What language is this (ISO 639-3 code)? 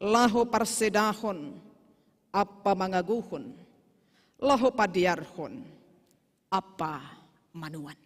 bts